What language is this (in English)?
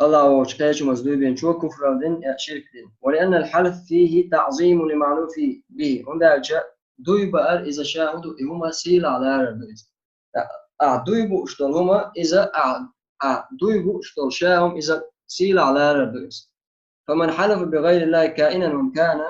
Chechen